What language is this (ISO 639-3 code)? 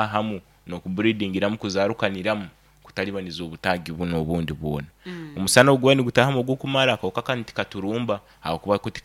nyo